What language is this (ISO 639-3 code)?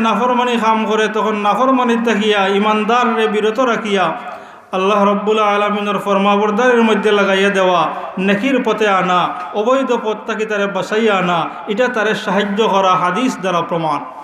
syl